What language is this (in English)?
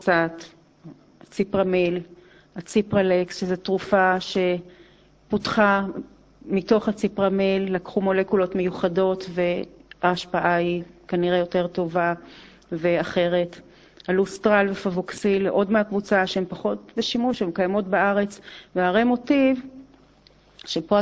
Hebrew